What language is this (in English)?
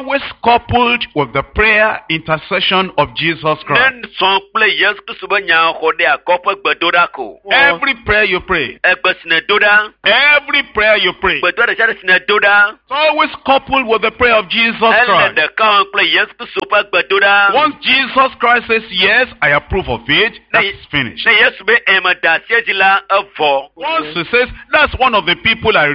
Ewe